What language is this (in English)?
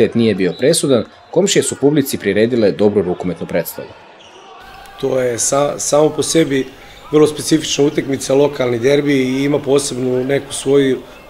Serbian